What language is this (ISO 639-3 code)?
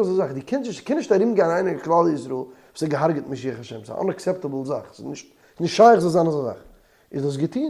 yid